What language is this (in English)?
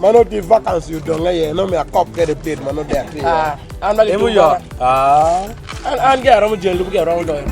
Acoli